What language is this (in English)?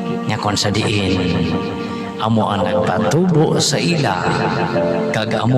Hiligaynon